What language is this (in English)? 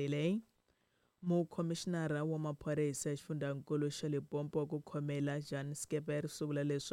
Tsonga